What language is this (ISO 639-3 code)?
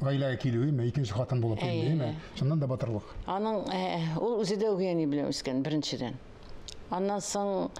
tat